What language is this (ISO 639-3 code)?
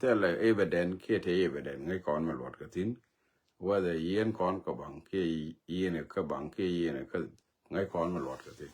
nus